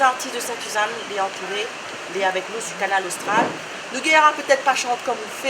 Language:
Réunion Creole French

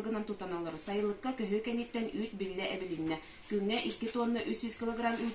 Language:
Yakut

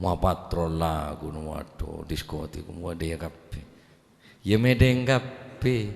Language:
Madurese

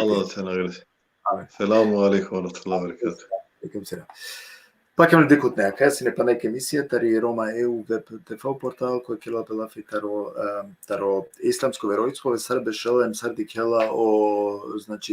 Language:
Balkan Romani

